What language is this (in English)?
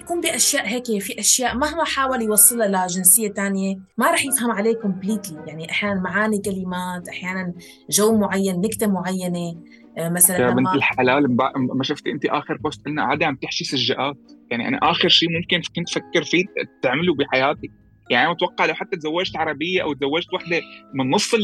North Levantine Arabic